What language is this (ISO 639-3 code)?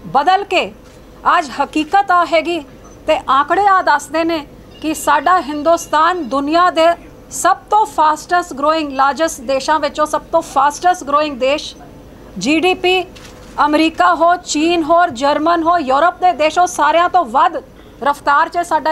pan